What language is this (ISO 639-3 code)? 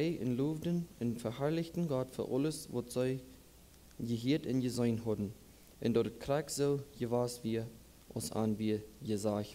pdt